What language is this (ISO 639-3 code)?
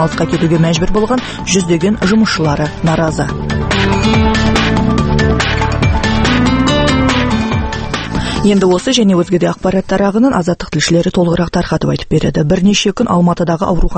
kaz